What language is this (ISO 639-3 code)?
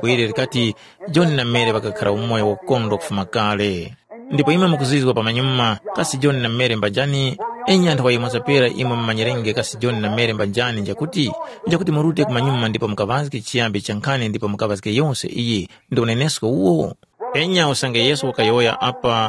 tum